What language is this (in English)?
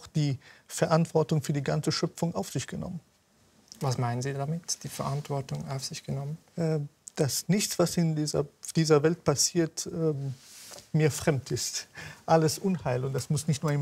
German